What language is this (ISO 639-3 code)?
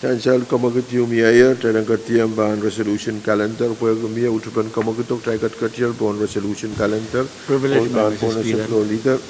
pon